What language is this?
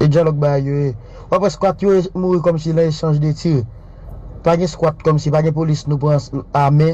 Haitian Creole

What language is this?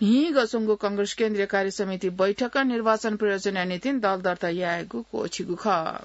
Newari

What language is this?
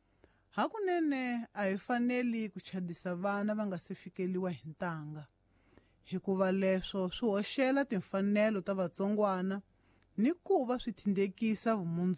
Tsonga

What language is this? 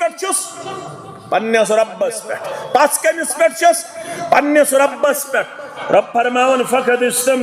Kashmiri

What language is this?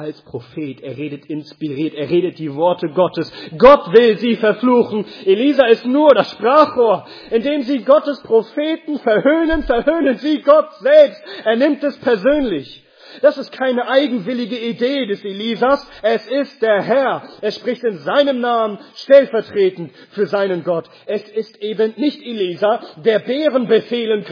German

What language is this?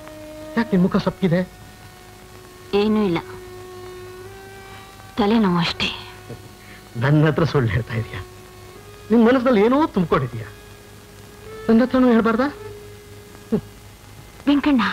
Kannada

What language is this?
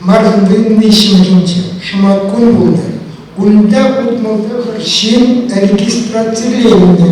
Chuvash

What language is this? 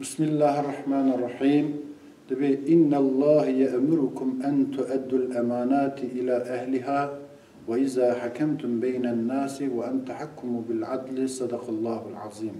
Kurdish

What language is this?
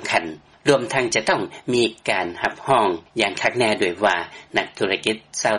Lao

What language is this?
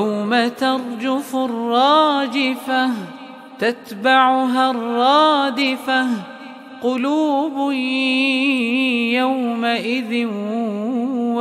Arabic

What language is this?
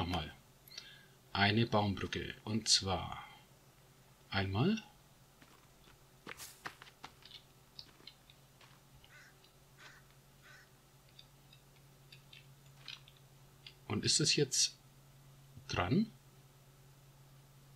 German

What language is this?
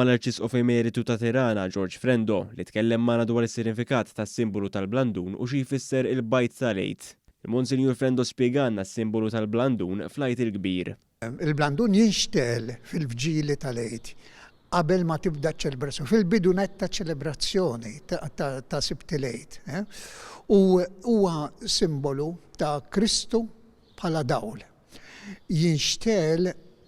Maltese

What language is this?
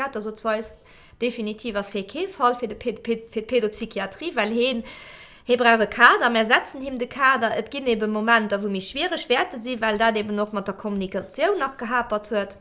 Luxembourgish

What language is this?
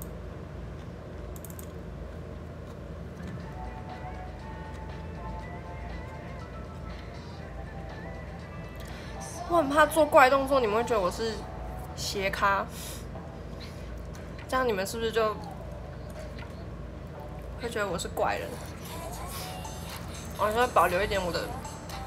Chinese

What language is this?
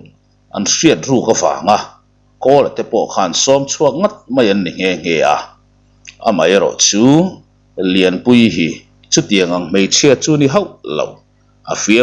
Mizo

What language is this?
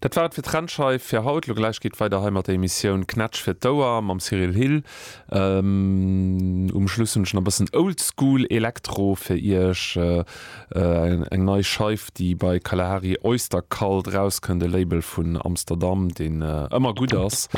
Luxembourgish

